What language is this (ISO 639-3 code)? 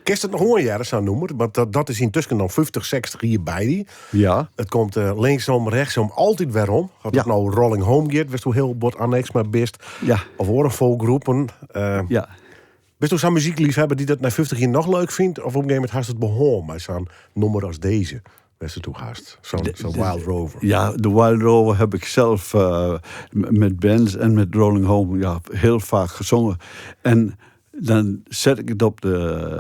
fry